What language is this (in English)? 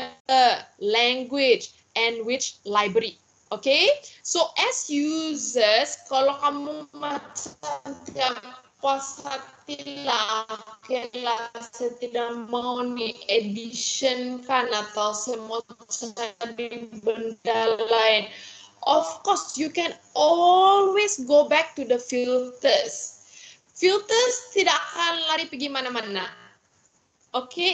Malay